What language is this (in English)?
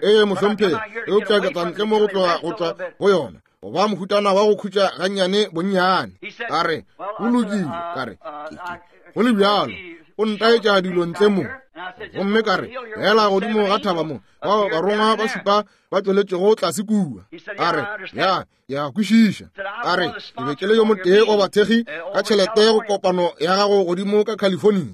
Northern Sotho